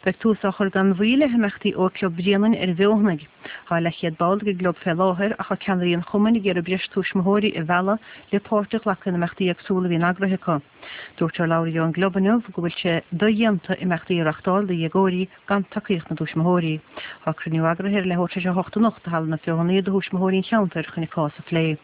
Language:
Irish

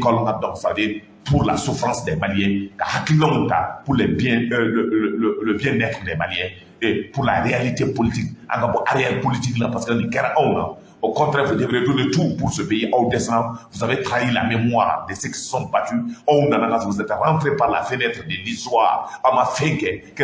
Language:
Bambara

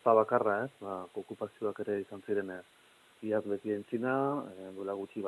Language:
Basque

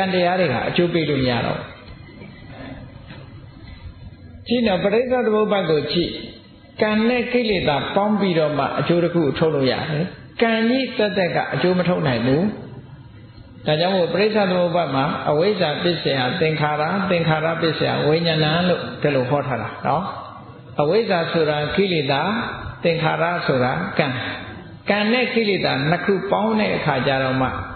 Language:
Burmese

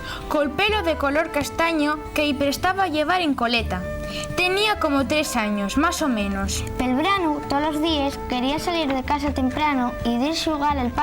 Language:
Asturian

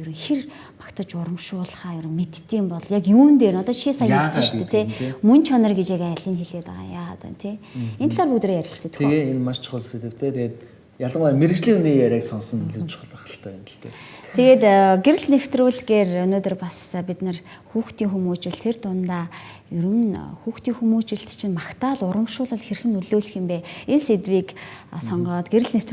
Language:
Mongolian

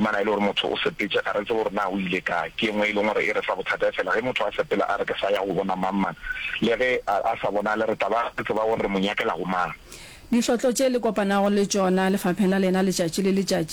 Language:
Northern Sotho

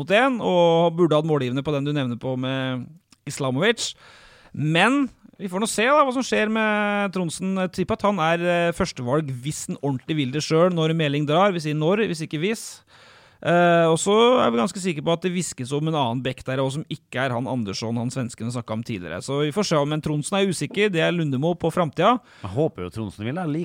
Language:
Norwegian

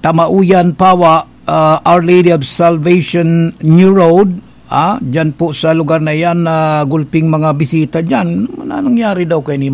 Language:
Bikol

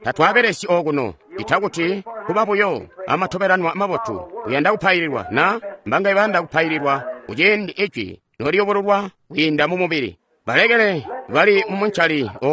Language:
Tonga (Zambia)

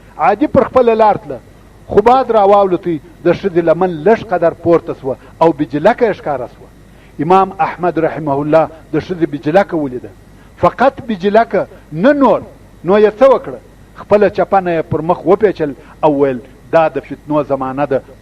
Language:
Pashto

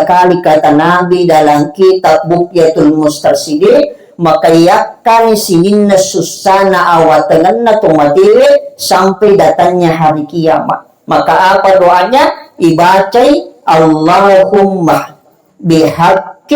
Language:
Buginese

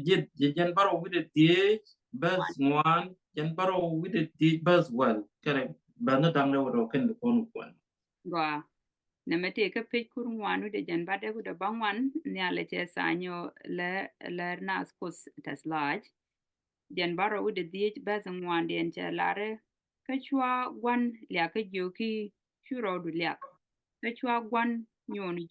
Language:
Nuer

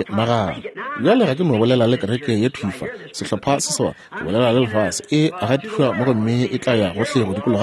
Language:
Northern Sotho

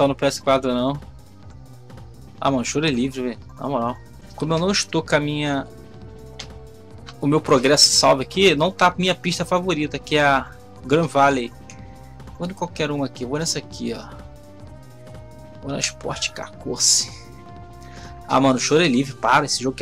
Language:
Portuguese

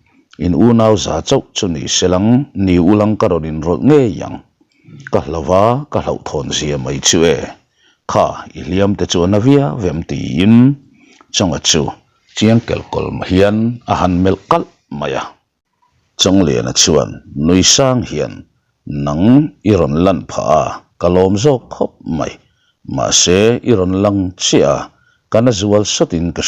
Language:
Mizo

